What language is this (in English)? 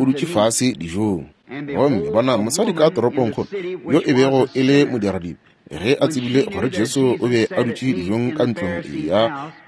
Northern Sotho